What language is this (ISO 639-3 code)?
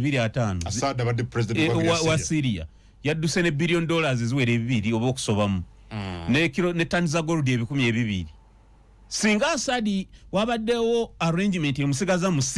lug